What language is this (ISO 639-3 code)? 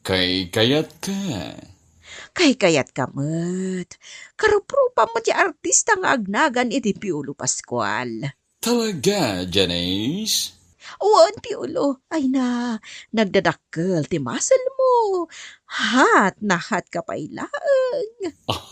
ilo